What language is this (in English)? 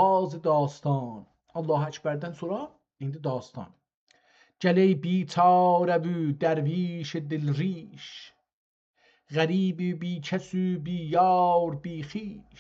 South Azerbaijani